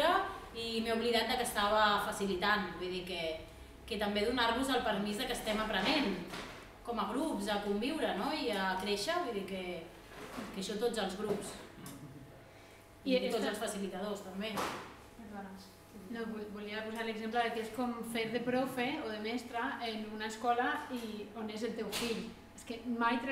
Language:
Catalan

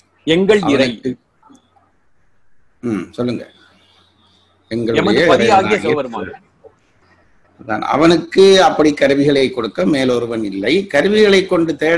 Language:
Tamil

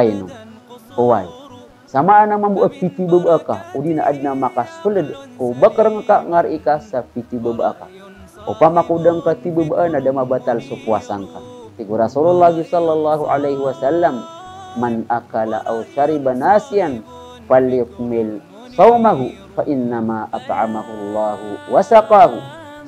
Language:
Maranao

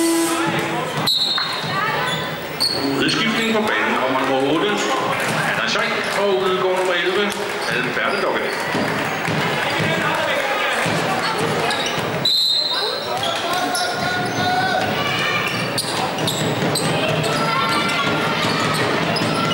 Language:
Danish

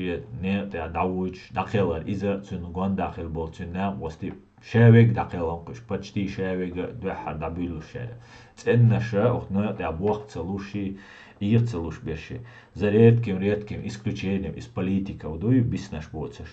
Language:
Chechen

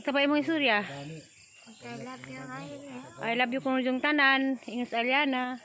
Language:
Cebuano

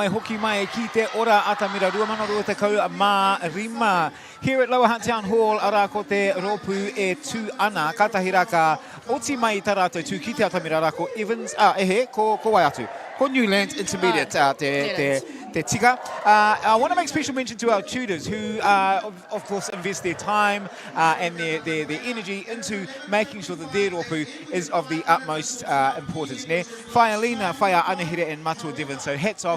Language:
Māori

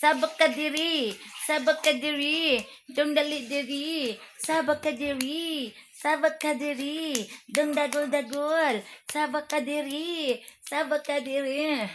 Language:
Cebuano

